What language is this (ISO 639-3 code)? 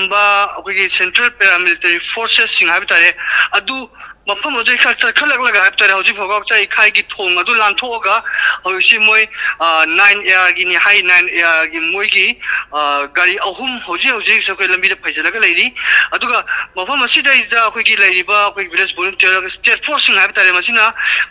mni